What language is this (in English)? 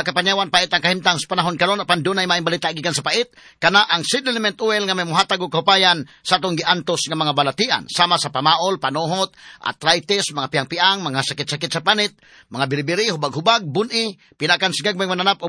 Cebuano